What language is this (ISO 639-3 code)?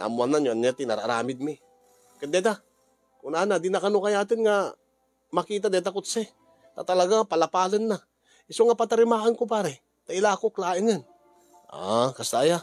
ilo